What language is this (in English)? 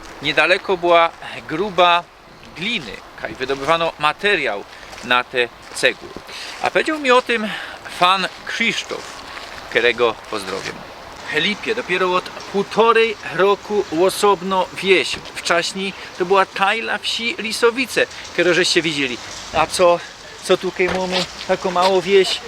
Silesian